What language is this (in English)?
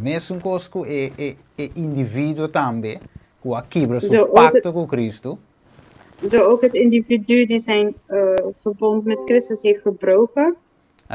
Papiamento